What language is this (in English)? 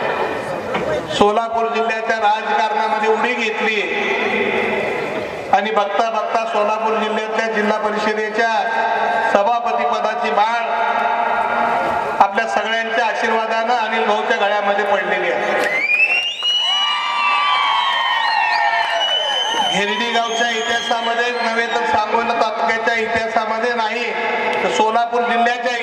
Marathi